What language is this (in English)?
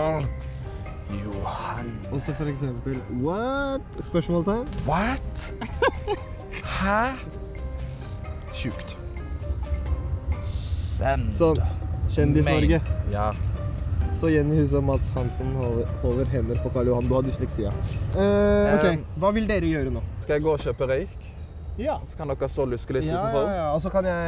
Norwegian